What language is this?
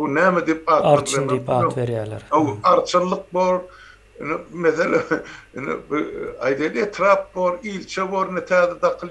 Turkmen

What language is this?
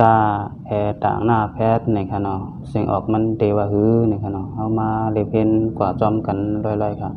Shan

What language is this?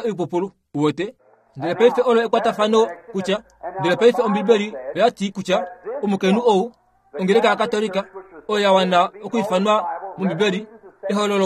Kuanyama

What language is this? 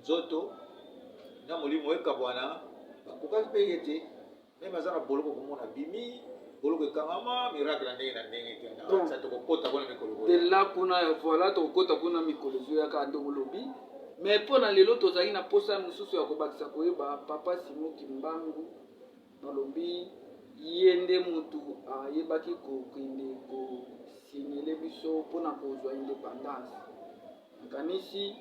Lingala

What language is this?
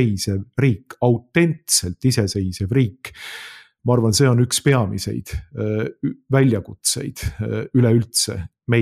Estonian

